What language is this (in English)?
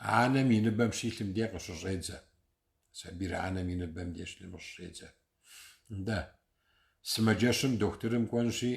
Kabardian